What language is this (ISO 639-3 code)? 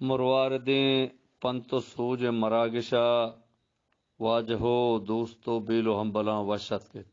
bgp